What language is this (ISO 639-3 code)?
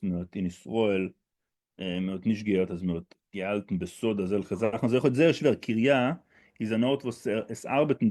yid